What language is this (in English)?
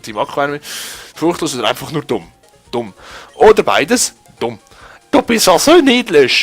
Swiss German